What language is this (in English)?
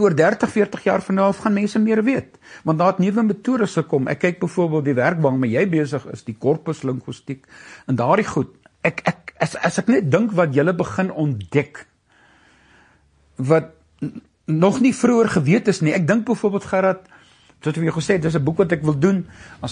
Afrikaans